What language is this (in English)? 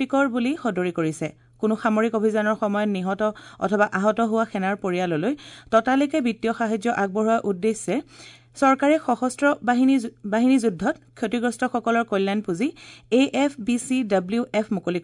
Assamese